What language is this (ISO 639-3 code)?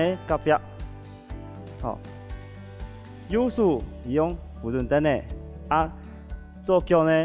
hak